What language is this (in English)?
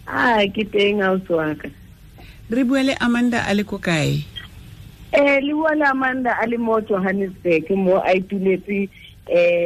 Tswana